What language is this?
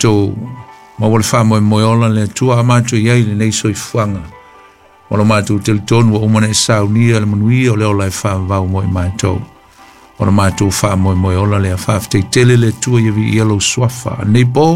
Samoan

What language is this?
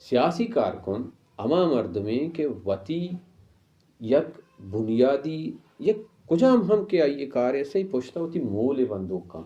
Baluchi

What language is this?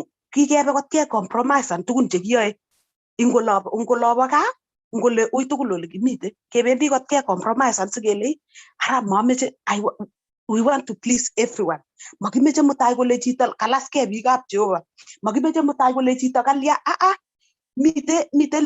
Kalenjin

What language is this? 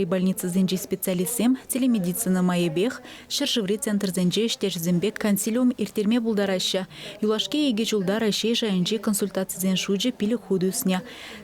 Chuvash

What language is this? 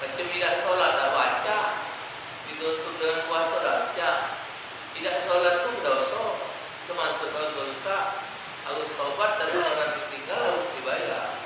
Musi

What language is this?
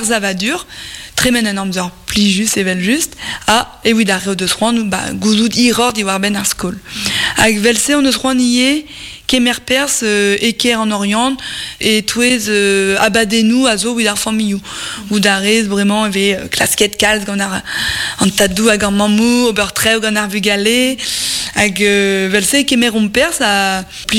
Breton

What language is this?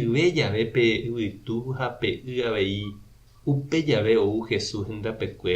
Guarani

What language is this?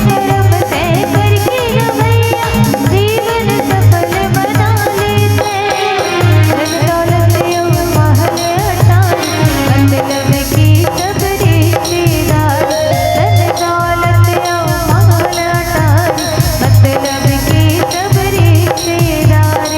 Chhattisgarhi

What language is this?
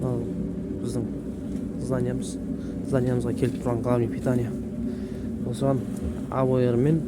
Kazakh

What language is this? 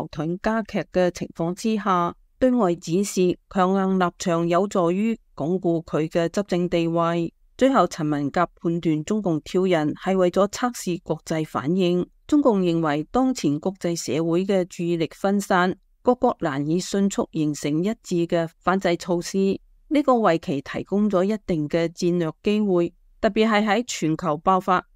Cantonese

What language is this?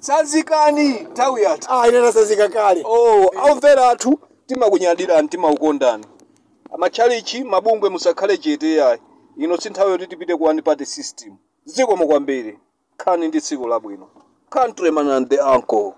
Nyanja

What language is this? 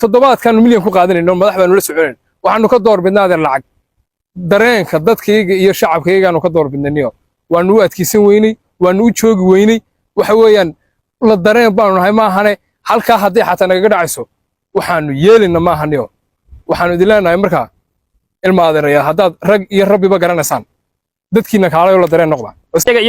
Somali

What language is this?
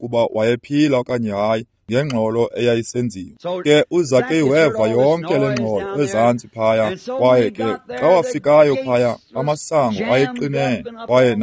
Xhosa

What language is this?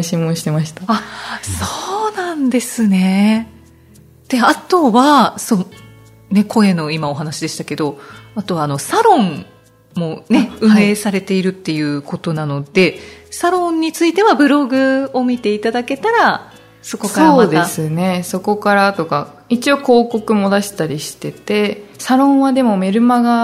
Japanese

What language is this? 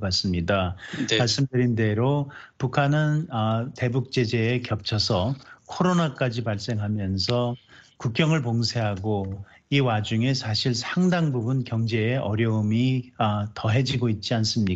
Korean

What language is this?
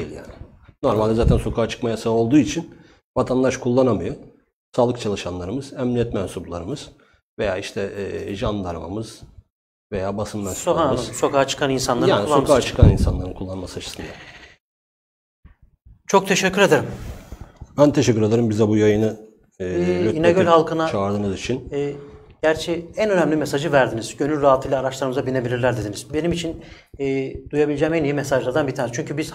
Turkish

